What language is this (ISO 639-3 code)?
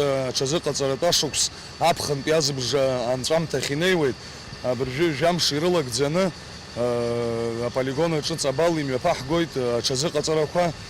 abk